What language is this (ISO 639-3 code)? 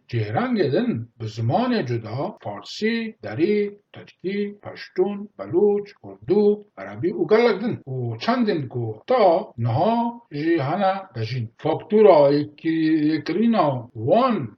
kur